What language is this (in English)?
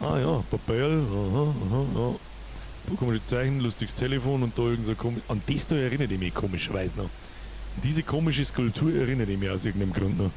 Bavarian